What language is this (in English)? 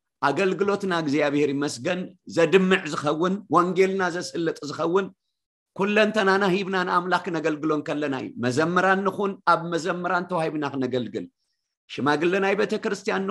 Tigrinya